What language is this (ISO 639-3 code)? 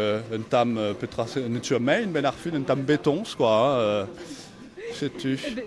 bre